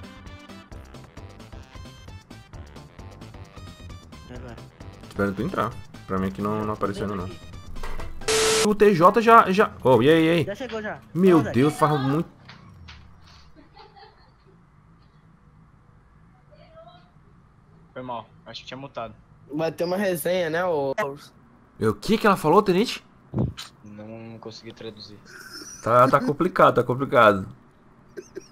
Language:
Portuguese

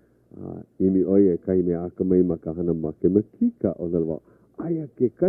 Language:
Hawaiian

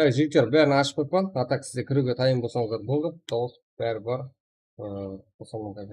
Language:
Kara-Kalpak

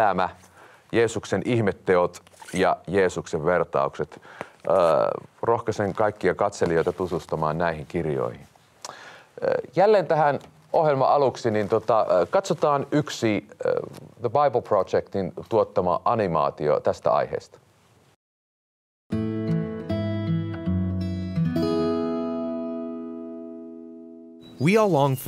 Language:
Finnish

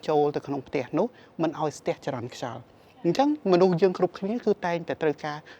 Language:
Khmer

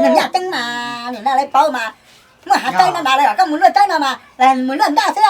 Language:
Hmong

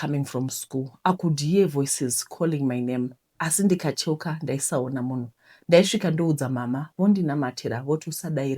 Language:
Shona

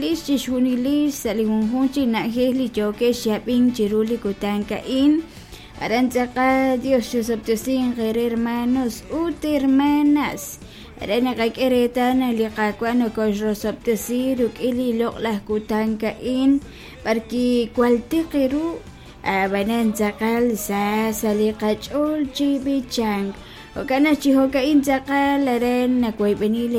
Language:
Kekchí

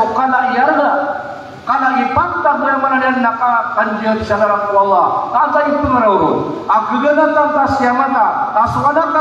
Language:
Maranao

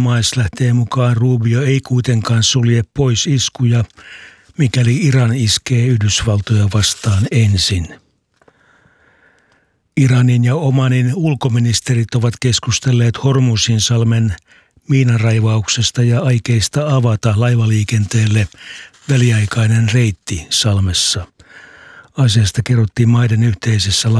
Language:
Finnish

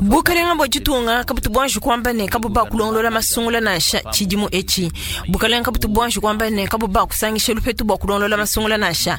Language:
Luba-Lulua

